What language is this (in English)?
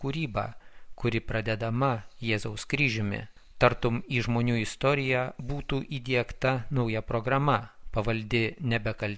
Lithuanian